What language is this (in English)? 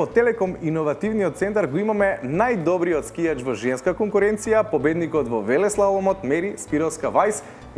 Macedonian